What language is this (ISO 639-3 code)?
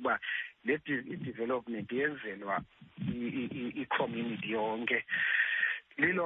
xho